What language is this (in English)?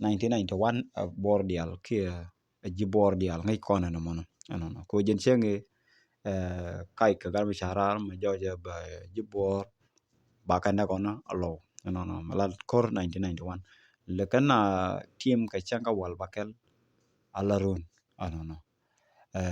Nuer